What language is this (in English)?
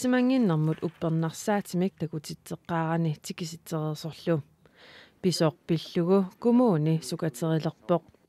Kalaallisut